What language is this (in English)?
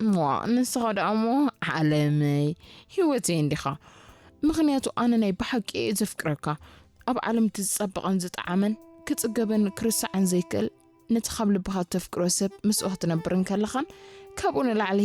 Tigrinya